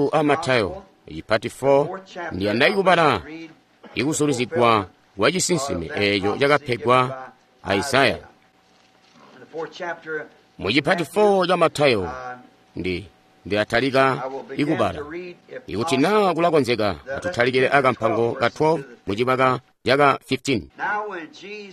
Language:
Tonga (Zambia)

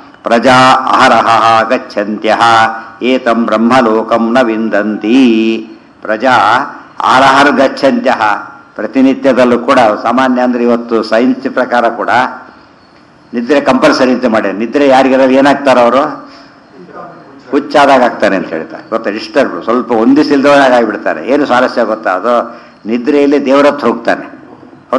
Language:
Kannada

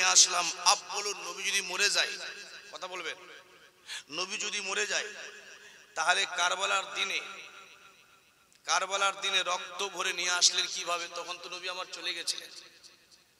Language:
Bangla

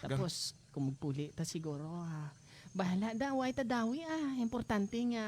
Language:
Hiligaynon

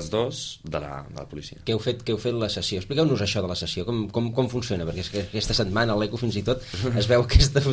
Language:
Catalan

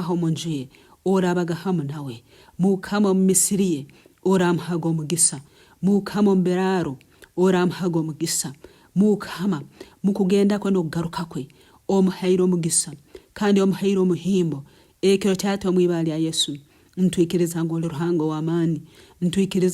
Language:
Nyankole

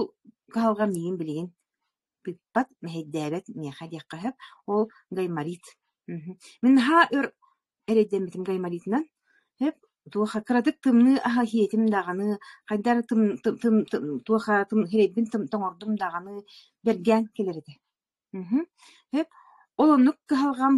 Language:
Yakut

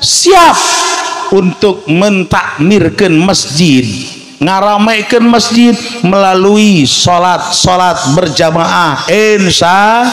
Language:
Sundanese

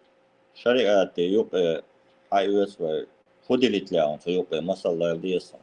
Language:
Chechen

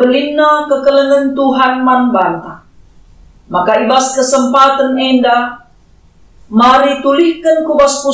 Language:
Batak Karo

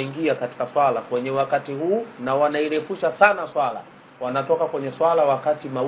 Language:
Swahili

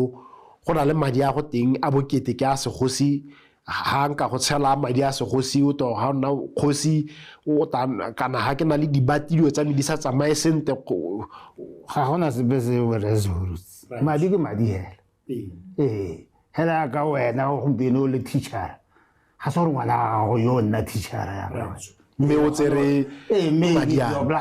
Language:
Tswana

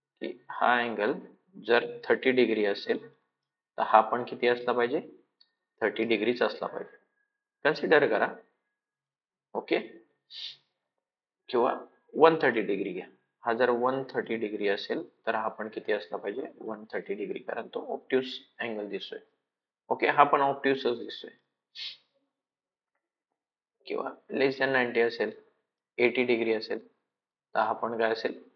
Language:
Marathi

